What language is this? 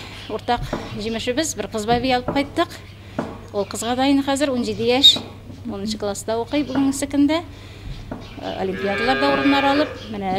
Tatar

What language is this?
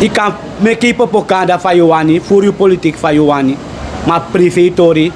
Sranan Tongo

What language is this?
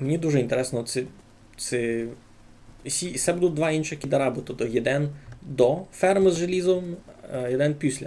Rusyn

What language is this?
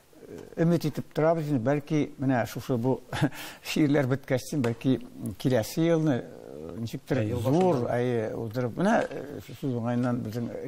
Tatar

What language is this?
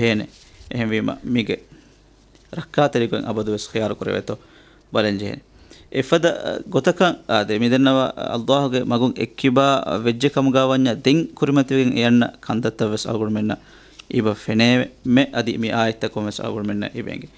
Divehi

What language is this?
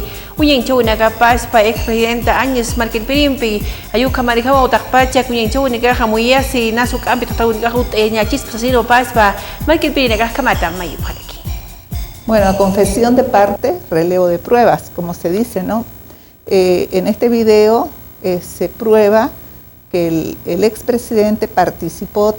Aymara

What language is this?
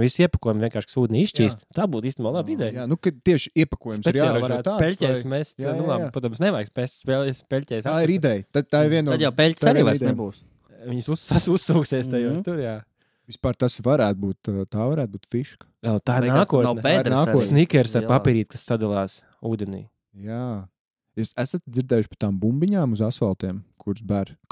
Latvian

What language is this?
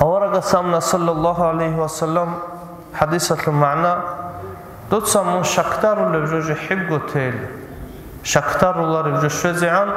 Avaric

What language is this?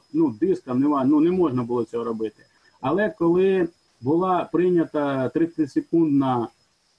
Ukrainian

